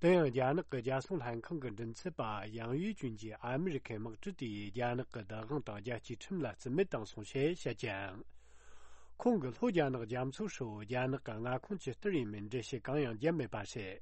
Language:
Tibetan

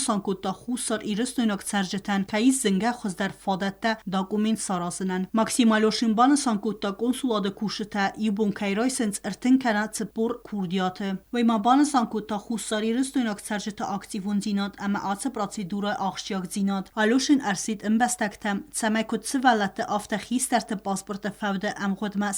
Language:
Ossetic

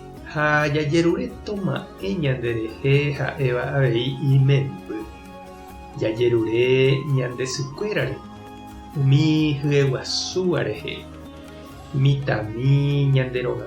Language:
Guarani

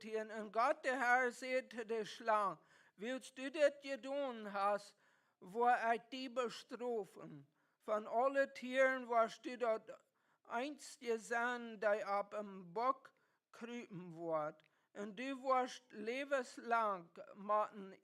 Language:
Plautdietsch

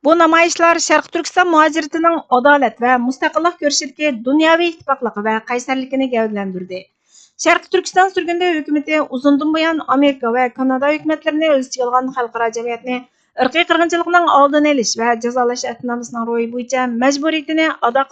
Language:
Uyghur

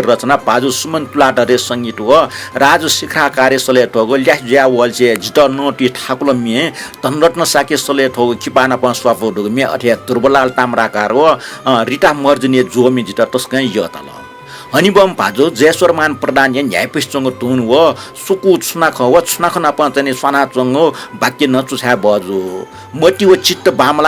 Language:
Newari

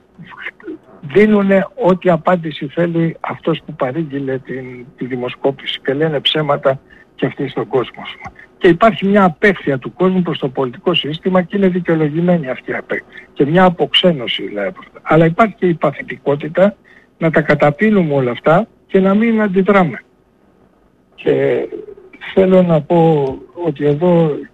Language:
Greek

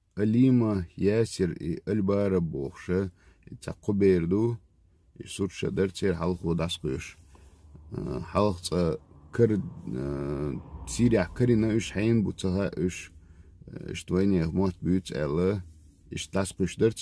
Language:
Chechen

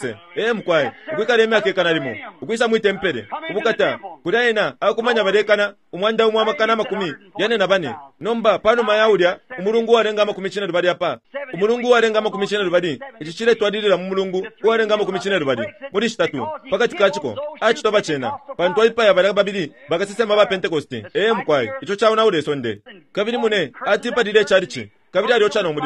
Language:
Bemba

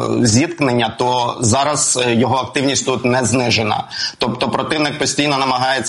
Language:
Ukrainian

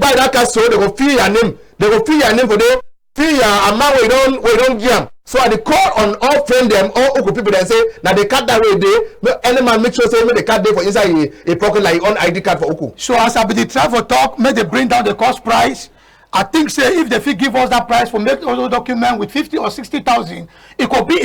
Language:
Cameroon Pidgin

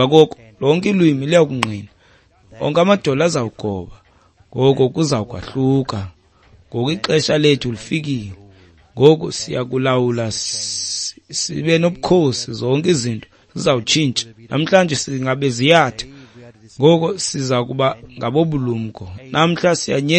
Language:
Xhosa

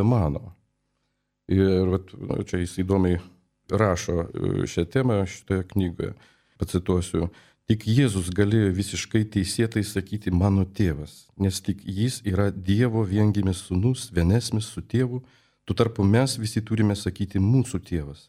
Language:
Lithuanian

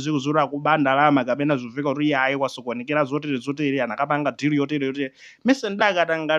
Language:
Nyanja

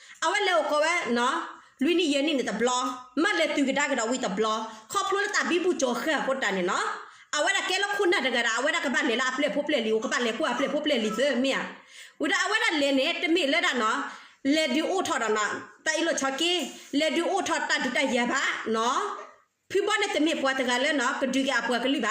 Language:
S'gaw Karen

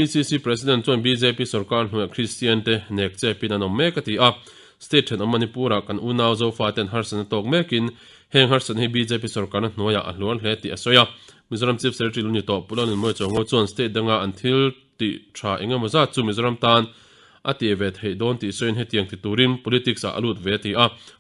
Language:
Mizo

